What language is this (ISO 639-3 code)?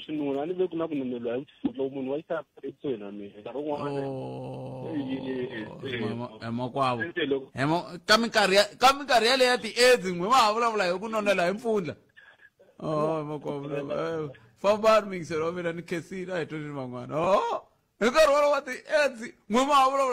tso